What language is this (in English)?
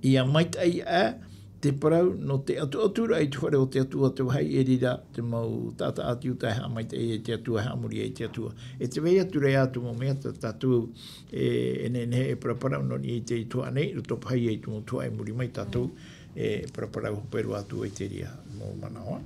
Tahitian